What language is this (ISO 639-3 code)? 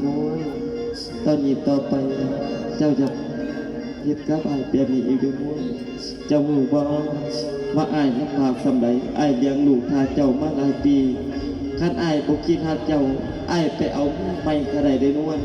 tts